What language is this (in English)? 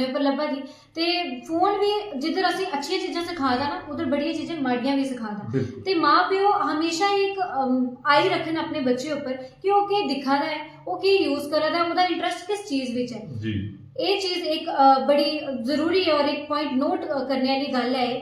Dogri